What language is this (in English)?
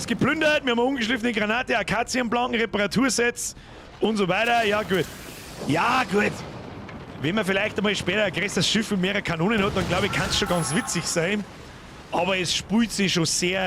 Bavarian